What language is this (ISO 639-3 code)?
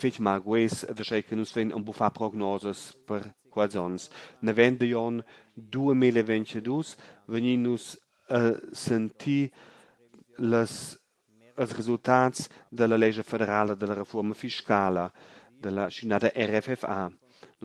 roh